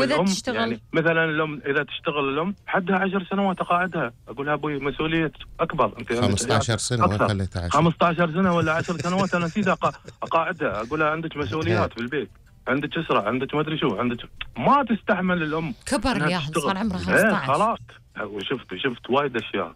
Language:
Gulf Arabic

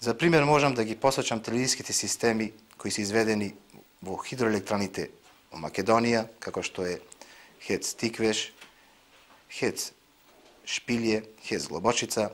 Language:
Macedonian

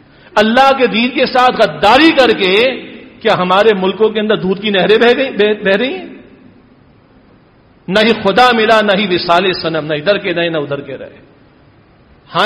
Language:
Urdu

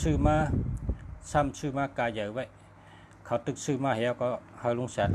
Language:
Shan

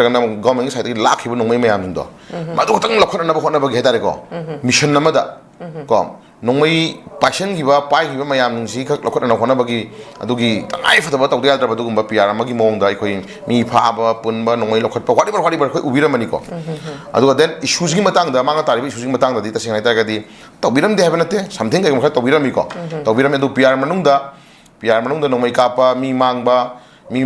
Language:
Manipuri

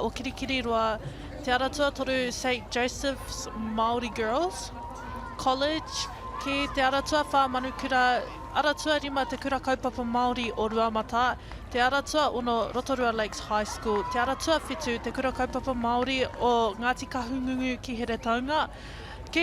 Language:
Māori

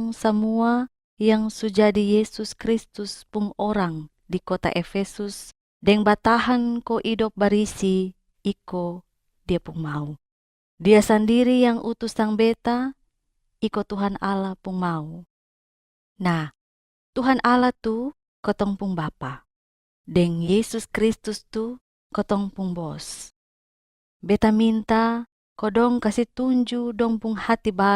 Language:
Kupang Malay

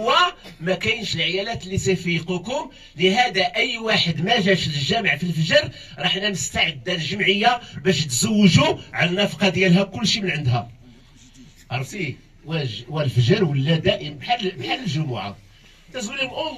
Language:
Moroccan Arabic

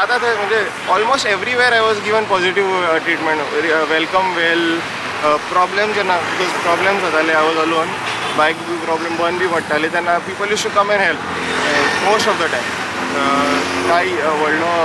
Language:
Konkani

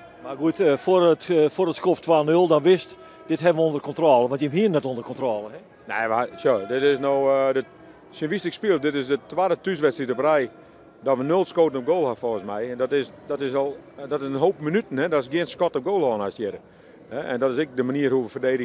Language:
Western Frisian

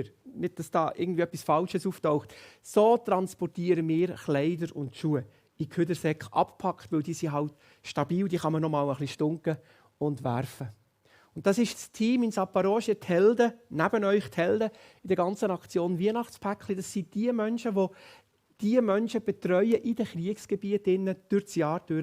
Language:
Swiss German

